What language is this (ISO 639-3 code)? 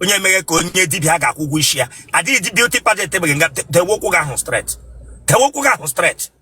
ibo